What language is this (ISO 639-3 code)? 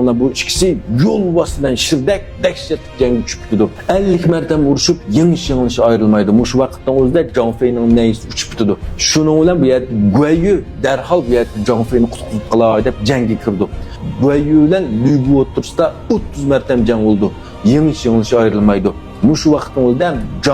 uig